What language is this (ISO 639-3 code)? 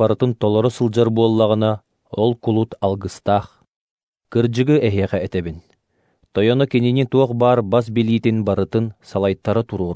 sah